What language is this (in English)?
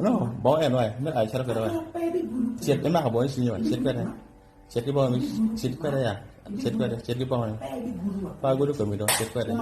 Acoli